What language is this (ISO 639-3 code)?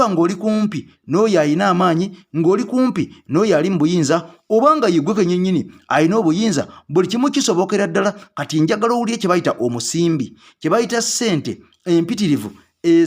lug